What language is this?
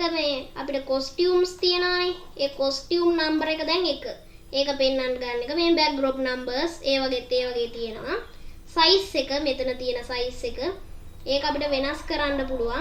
Sinhala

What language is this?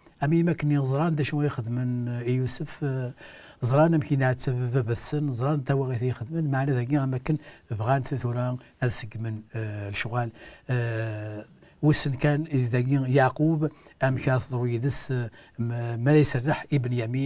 Kabyle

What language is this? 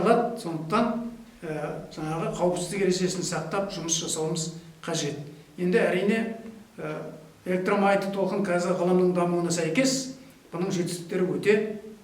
Kazakh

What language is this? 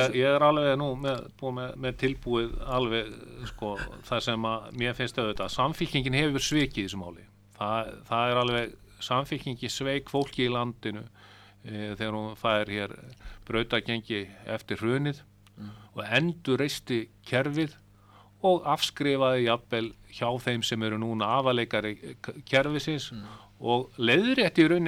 Icelandic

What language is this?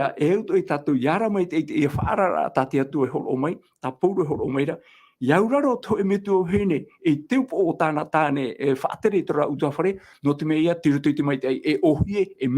Tahitian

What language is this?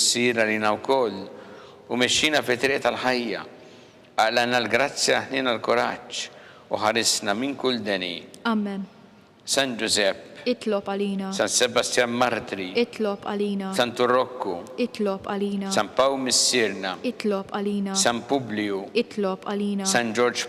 Maltese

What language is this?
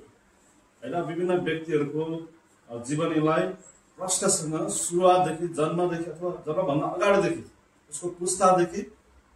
Nepali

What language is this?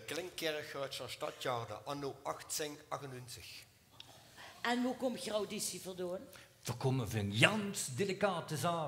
Limburgish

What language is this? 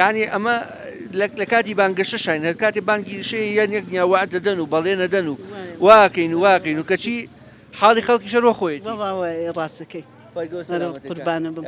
Central Kurdish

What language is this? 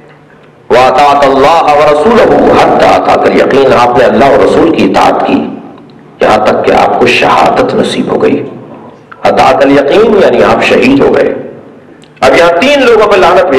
Urdu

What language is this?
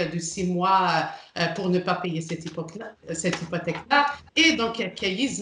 Kabyle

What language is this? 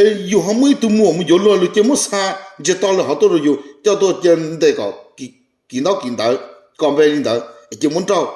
Hmong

